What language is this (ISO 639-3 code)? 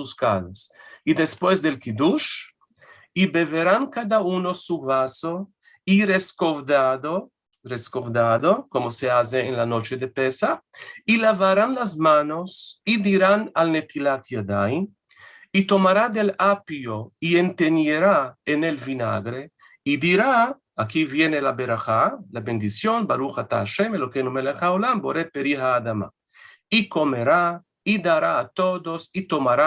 lad